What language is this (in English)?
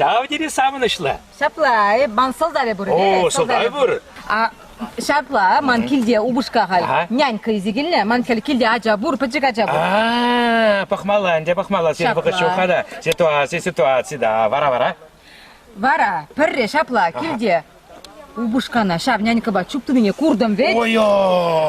Chuvash